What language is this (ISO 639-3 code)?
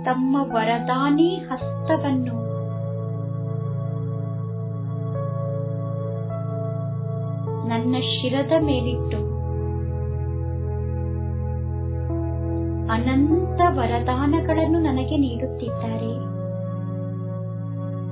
kan